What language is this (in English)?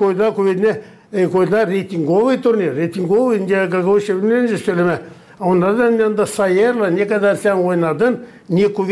Gagauz